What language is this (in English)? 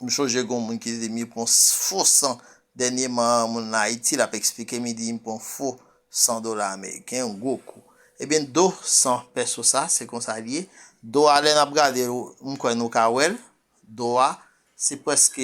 Haitian Creole